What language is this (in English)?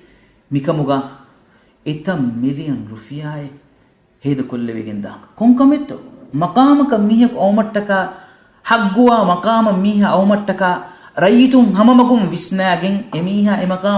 Divehi